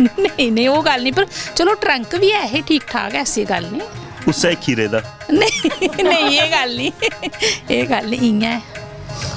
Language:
Dogri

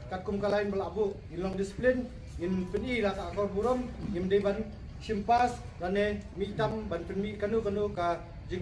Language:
Khasi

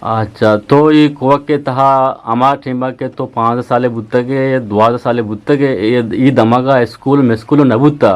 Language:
Eastern Balochi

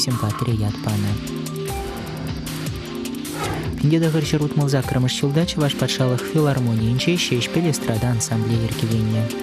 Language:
Chuvash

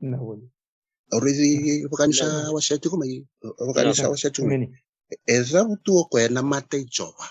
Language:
Fijian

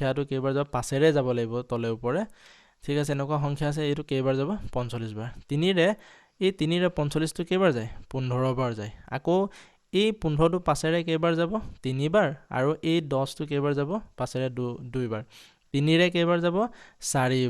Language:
Assamese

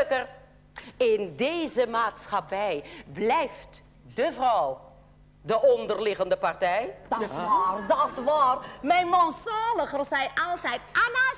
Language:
Dutch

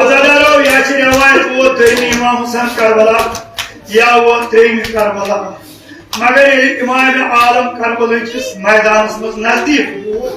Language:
Kashmiri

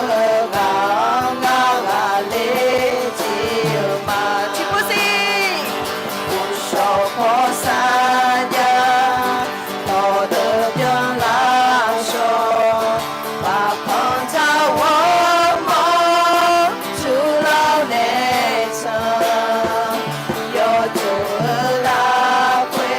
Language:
Akha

